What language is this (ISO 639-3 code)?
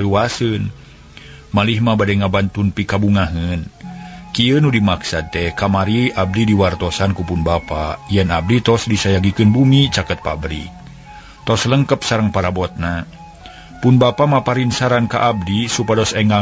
sun